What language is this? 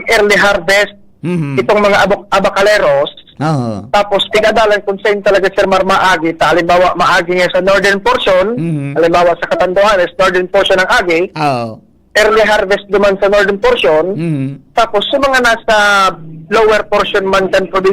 Bikol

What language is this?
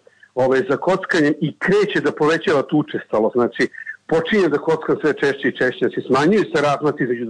Serbian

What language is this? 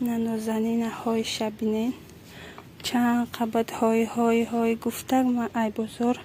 Tajik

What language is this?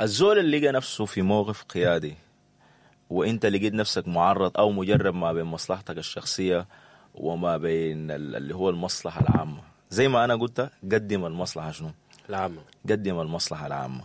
Sudanese Arabic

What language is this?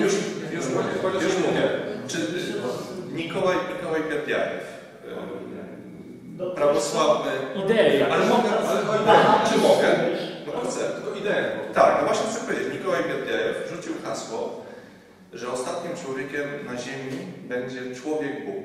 Polish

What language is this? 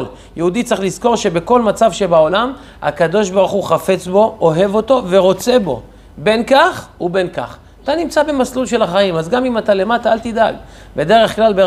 Hebrew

